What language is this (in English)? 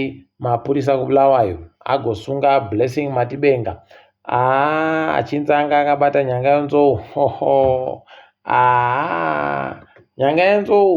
Ndau